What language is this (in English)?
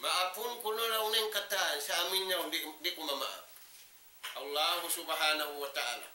Tausug